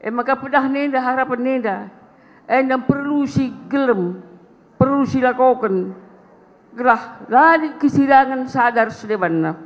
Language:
Batak Karo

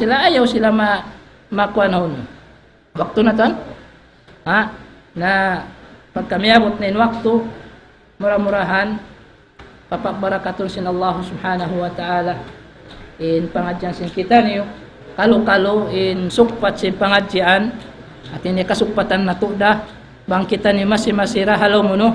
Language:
Tausug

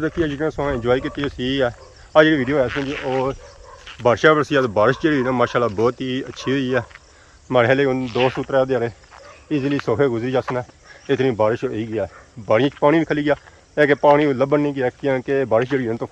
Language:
Pahari-Potwari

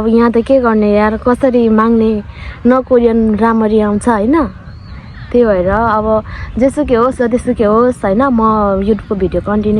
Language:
Nepali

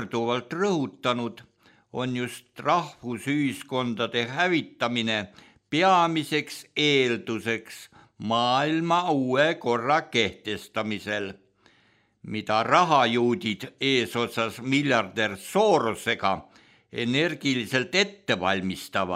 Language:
Estonian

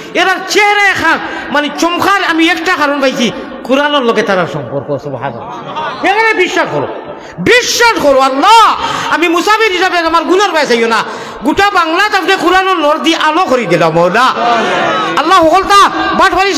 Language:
Sylheti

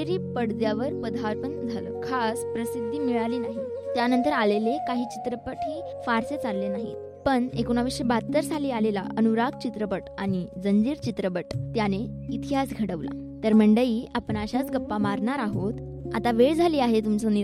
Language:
Marathi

